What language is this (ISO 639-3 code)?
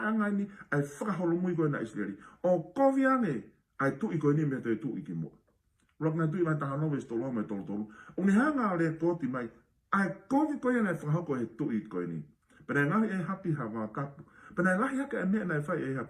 ton